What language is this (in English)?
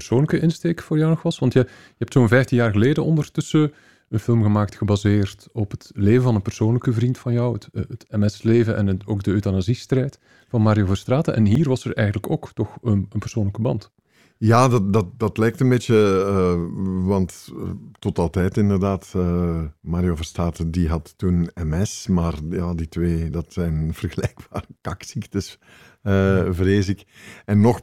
Dutch